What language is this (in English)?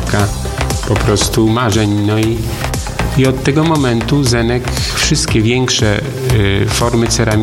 Polish